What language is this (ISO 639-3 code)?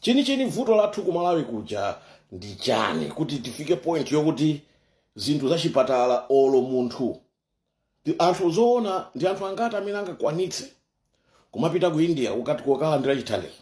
nya